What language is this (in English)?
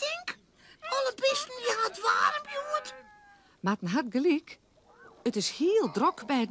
Western Frisian